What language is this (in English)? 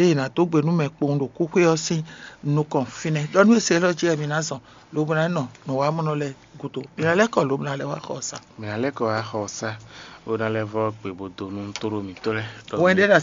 Fon